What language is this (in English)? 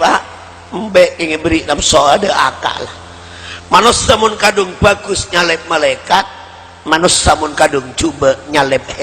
Madurese